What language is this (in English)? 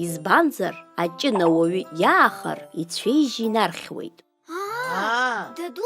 Abkhazian